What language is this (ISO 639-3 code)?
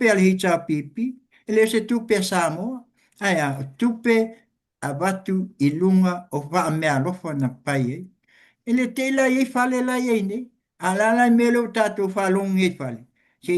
smo